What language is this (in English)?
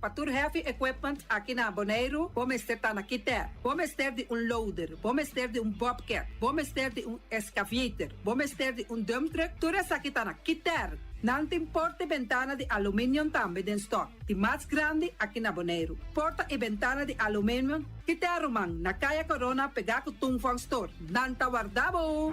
Papiamento